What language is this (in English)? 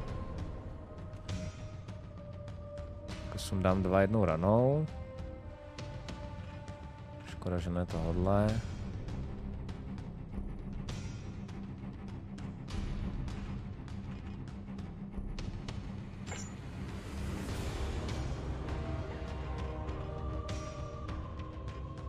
Czech